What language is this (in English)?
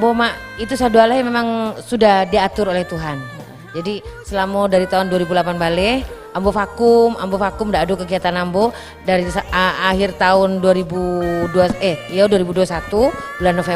Minangkabau